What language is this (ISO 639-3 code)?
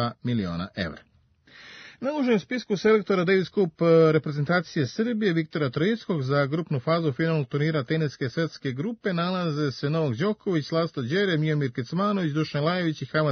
srp